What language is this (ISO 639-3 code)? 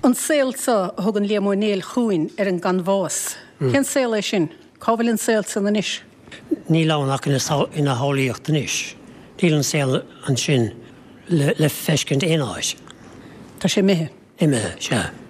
gle